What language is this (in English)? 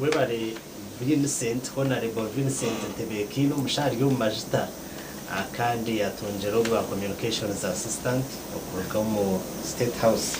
Nyankole